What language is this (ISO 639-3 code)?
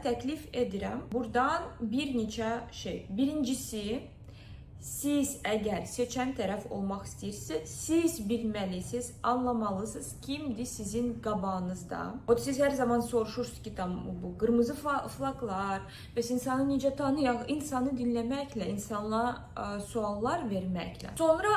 aze